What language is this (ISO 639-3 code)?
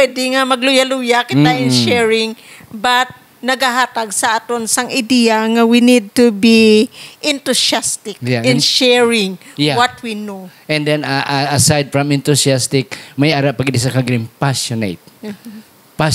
hil